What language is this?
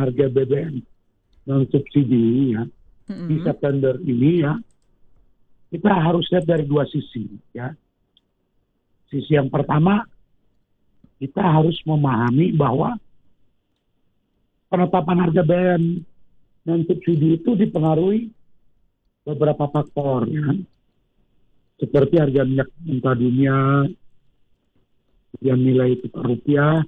Indonesian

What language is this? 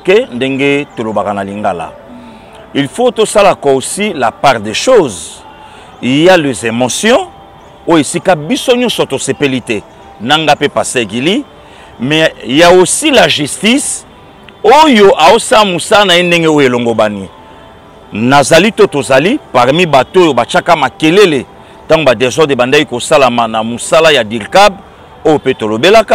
Lingala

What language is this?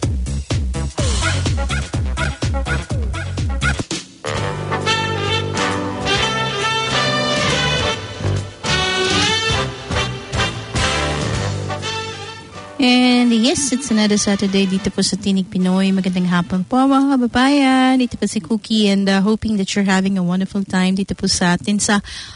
Filipino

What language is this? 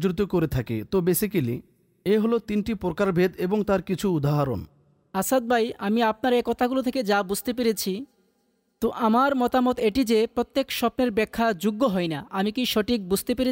Bangla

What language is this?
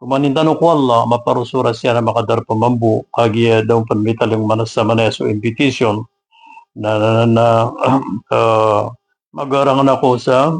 Maranao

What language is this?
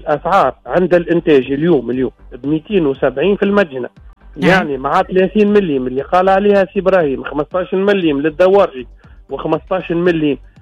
Tunisian Arabic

